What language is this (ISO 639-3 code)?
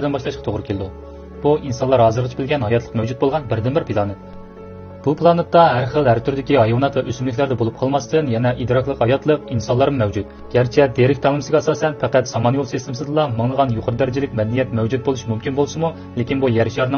uig